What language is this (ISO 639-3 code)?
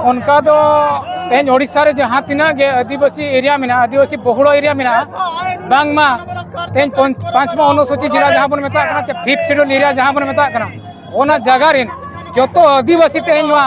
sat